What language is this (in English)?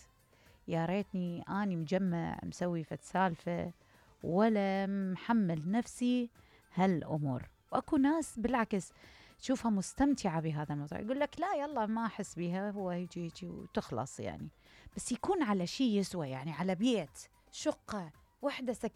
Mesopotamian Arabic